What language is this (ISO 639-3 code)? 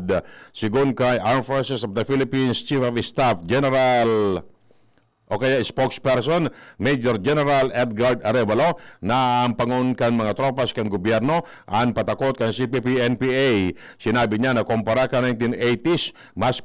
bik